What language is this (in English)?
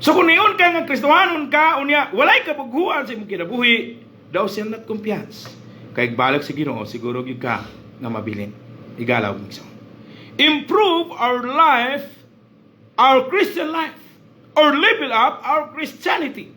Cebuano